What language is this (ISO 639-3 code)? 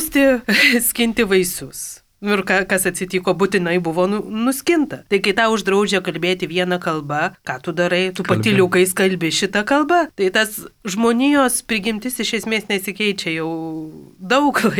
lit